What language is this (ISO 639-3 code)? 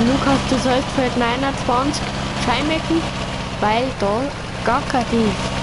bar